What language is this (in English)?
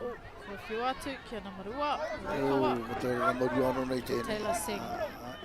Māori